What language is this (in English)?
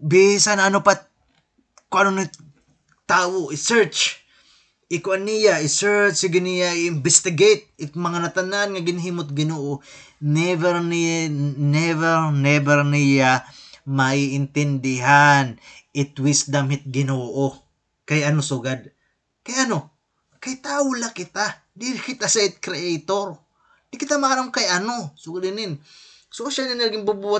Waray